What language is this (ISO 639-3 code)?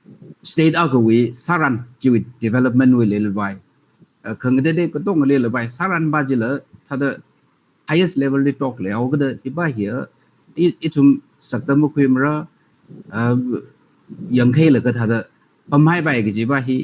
nmf